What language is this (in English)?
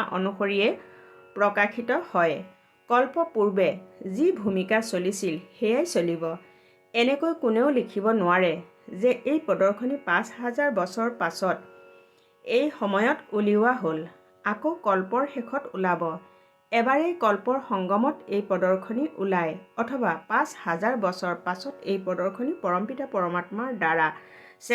Assamese